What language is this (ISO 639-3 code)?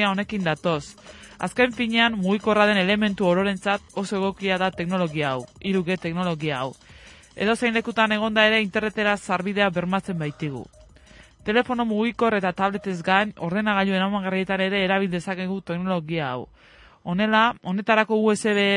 eus